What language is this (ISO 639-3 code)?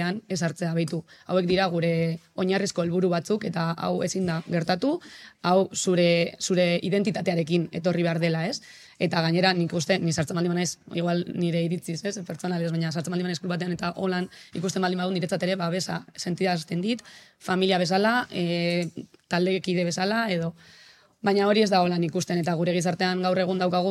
eus